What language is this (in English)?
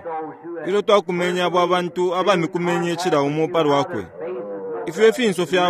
Bemba